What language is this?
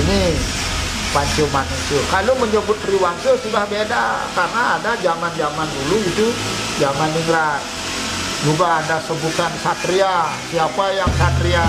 Balinese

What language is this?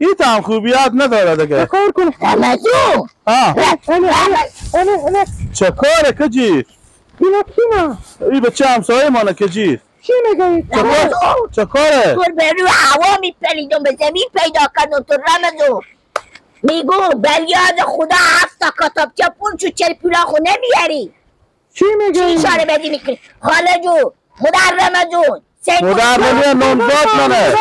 Persian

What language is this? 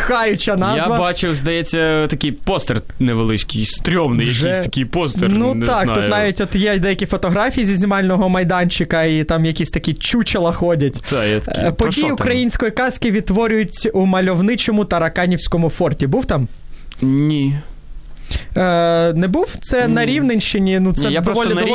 Ukrainian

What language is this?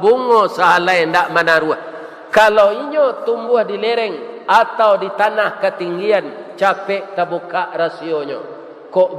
Minangkabau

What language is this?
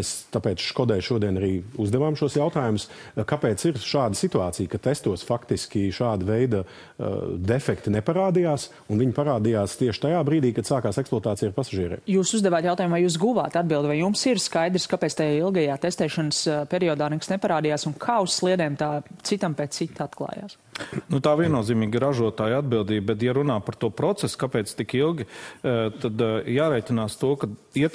Latvian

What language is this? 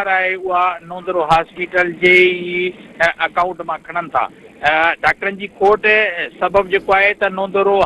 Sindhi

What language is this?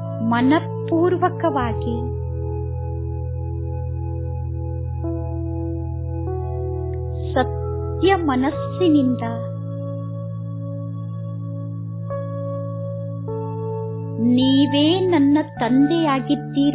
Kannada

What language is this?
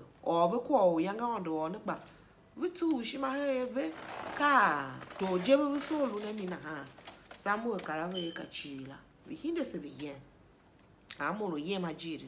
Tiv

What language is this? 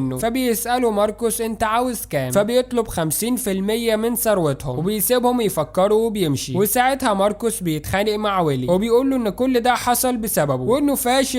Egyptian Arabic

